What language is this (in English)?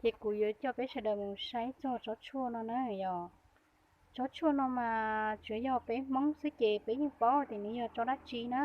Hmong